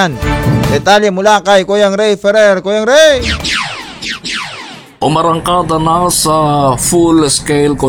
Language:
Filipino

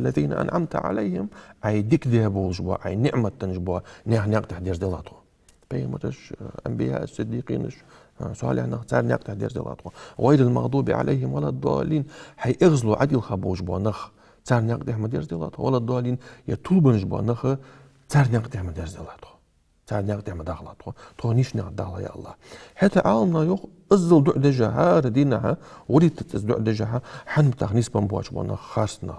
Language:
Ingush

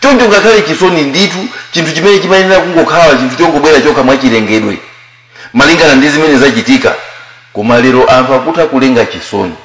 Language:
Nyanja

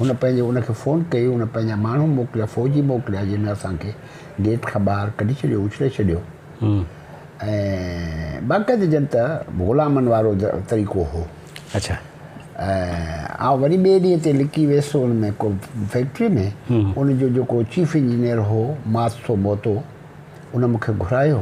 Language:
Sindhi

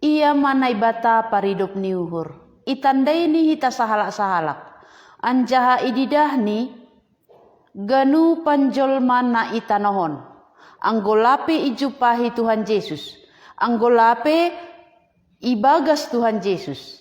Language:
Batak Simalungun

